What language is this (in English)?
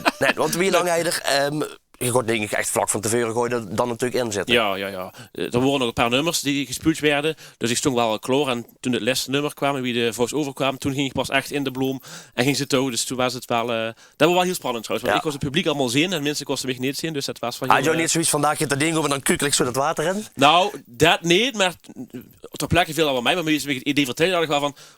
Limburgish